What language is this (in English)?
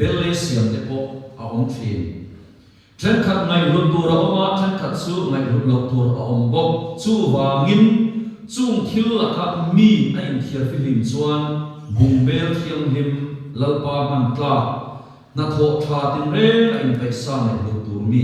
Mizo